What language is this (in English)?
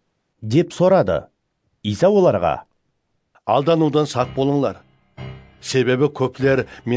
Kara-Kalpak